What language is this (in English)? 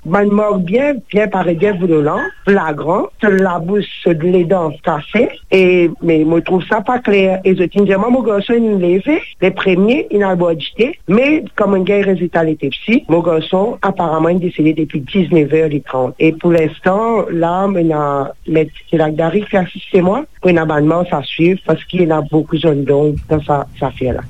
Morisyen